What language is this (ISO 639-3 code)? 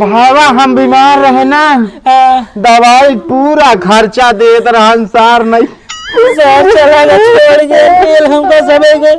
awa